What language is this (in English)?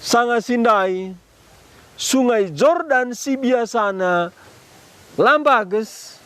Batak Karo